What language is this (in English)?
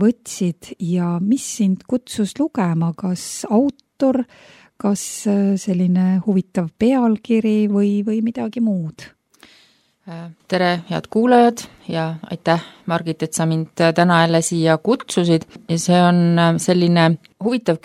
Estonian